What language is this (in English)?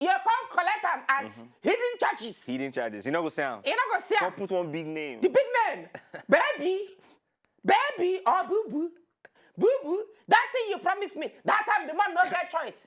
Nigerian Pidgin